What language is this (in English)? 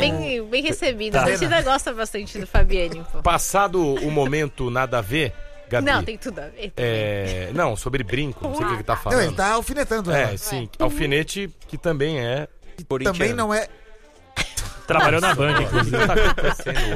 Portuguese